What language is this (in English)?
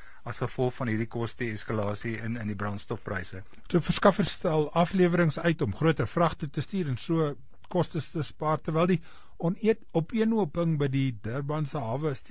Afrikaans